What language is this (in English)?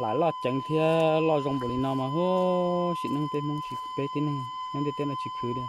Hmong